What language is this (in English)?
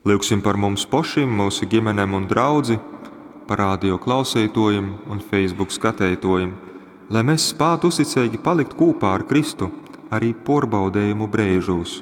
Latgalian